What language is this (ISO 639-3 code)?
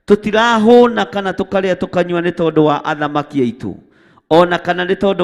kik